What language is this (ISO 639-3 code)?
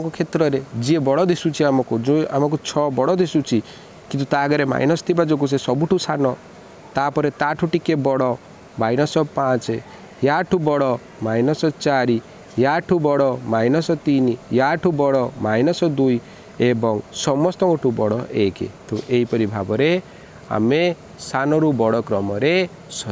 ori